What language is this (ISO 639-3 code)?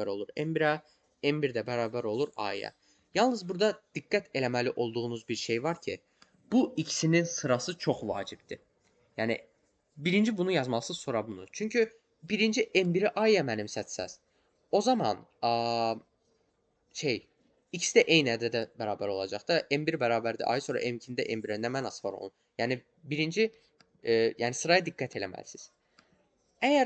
aze